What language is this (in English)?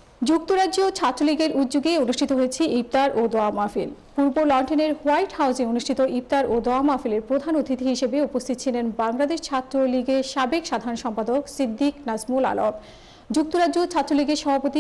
Bangla